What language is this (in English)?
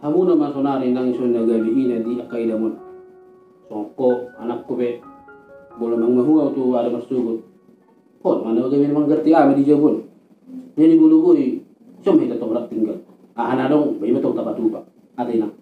Batak Toba